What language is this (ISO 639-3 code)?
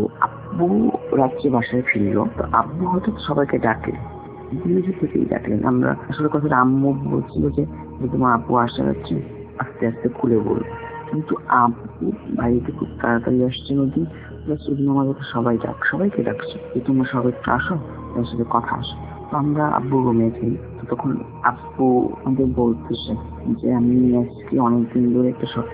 ben